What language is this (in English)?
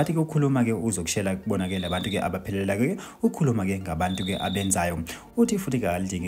Zulu